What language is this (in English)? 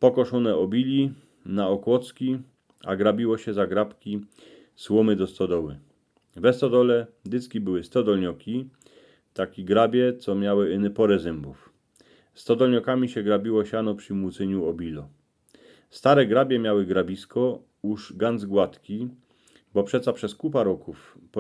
Silesian